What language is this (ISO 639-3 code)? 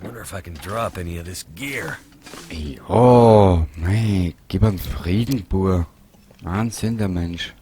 bar